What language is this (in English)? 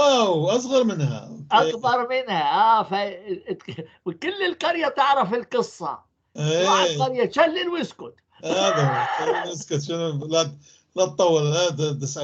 North Levantine Arabic